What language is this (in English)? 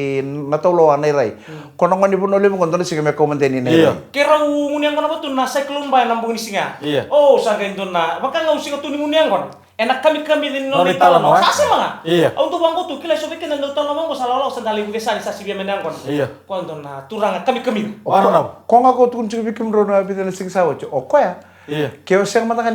Fijian